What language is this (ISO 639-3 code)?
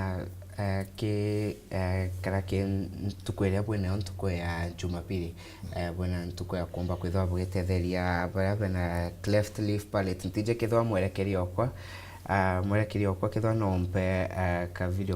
mer